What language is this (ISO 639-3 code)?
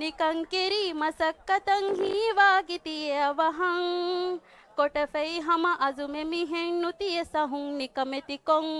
div